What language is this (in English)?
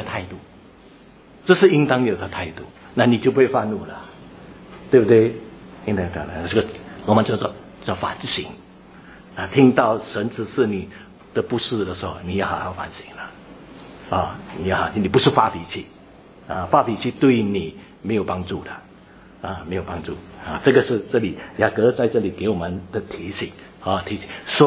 Chinese